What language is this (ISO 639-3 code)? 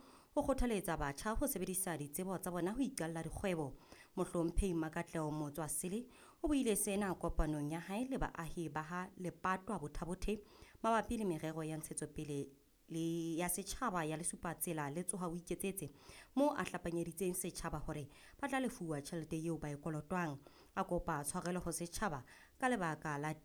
sot